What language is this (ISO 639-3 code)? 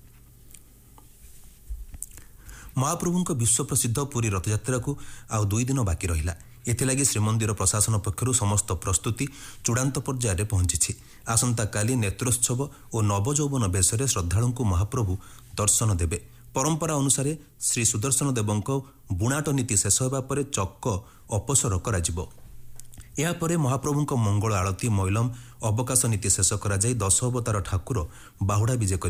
ori